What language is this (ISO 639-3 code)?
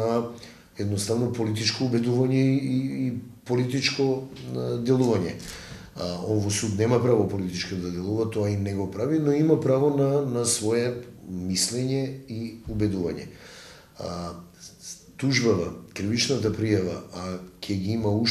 mkd